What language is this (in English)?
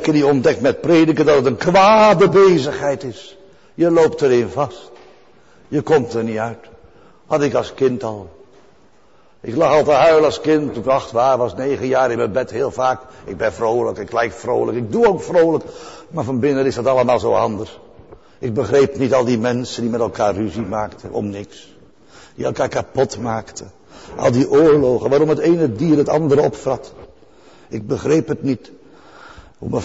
Dutch